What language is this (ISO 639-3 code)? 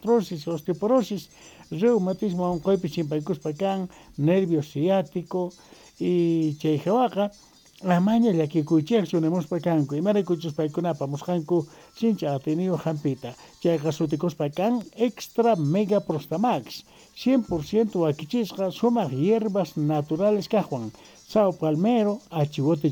que